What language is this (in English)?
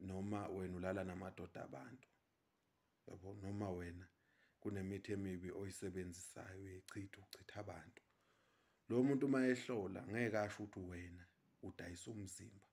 Zulu